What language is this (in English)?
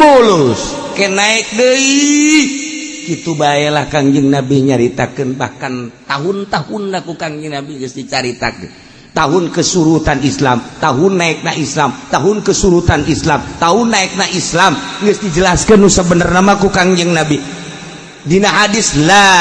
Sundanese